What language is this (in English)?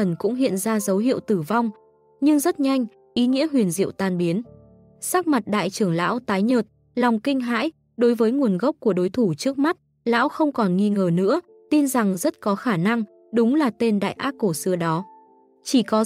Vietnamese